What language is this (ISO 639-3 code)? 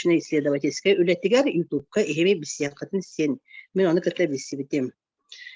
sah